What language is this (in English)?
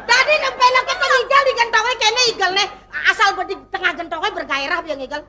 Balinese